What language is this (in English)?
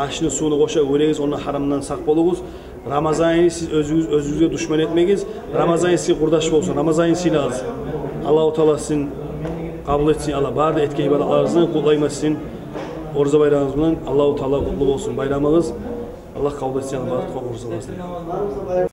Kumyk